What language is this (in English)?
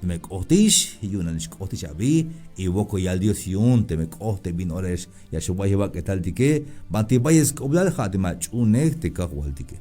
Tzeltal